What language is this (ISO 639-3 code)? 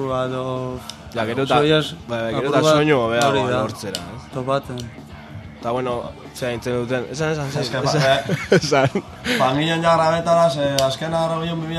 eus